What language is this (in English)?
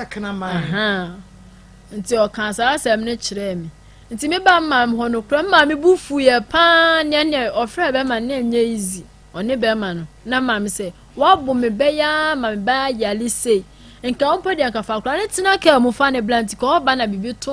Akan